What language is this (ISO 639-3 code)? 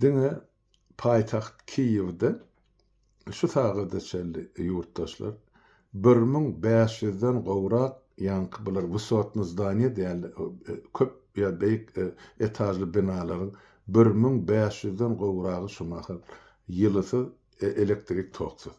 tuk